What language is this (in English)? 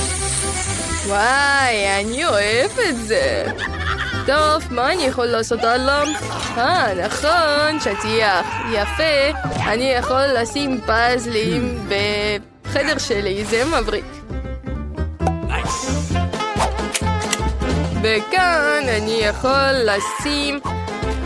Hebrew